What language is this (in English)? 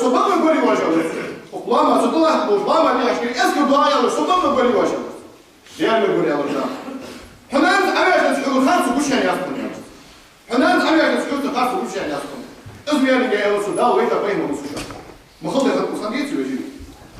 Ingush